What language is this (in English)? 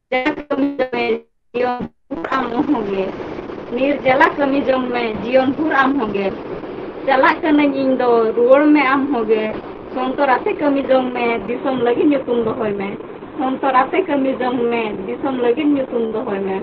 Santali